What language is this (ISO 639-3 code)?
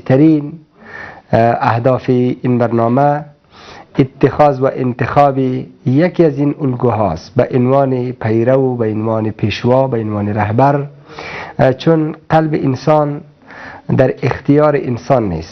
fas